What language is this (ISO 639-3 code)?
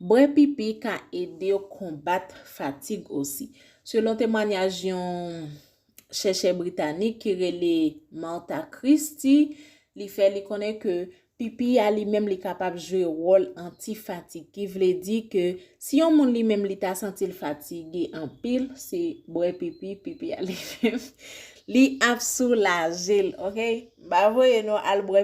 hat